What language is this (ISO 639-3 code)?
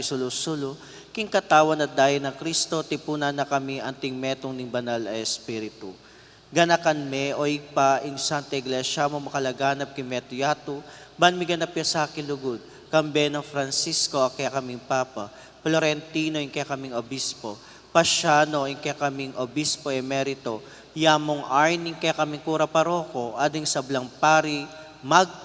pam